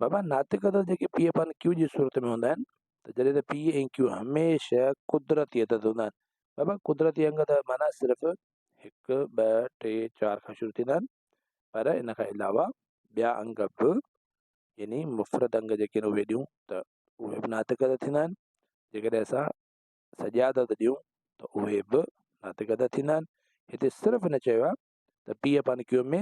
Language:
Sindhi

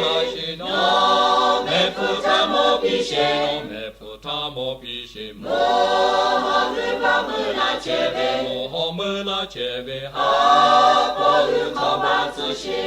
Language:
Lahu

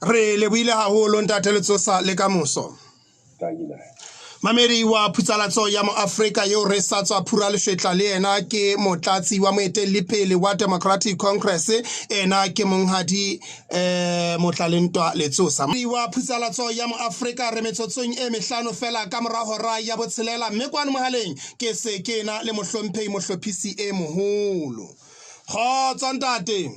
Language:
Southern Sotho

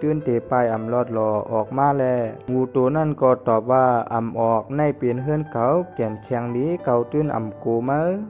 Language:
Shan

